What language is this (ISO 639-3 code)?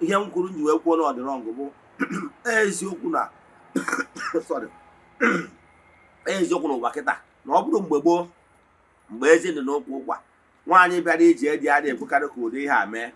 ibo